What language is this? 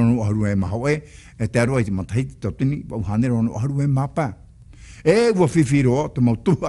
Tahitian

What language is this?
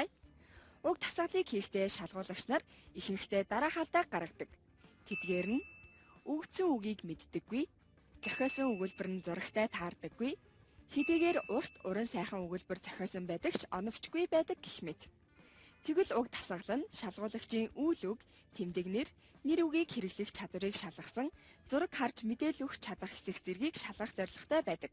Mongolian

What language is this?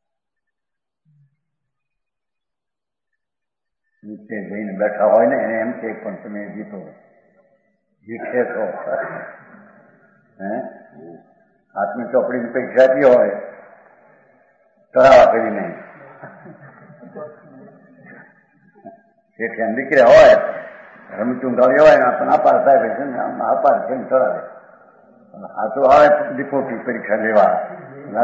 Gujarati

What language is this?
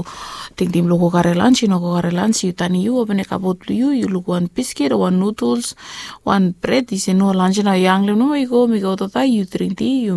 Bislama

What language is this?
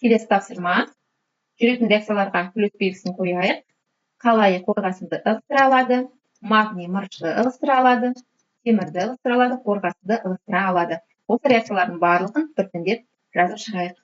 Kazakh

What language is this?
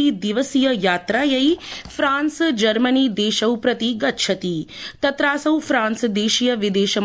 Sanskrit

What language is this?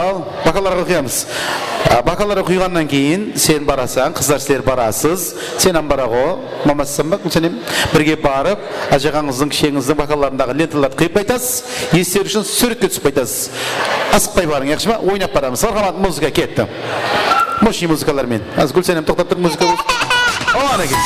Kara-Kalpak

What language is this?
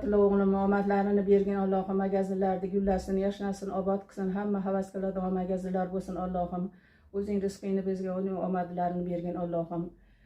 Uzbek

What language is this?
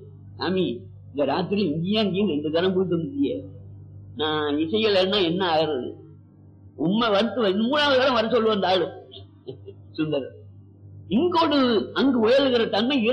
Tamil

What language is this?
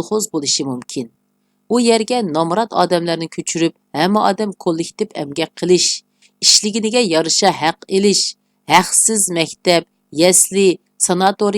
Uyghur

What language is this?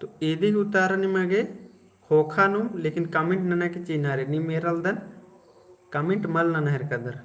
Kurukh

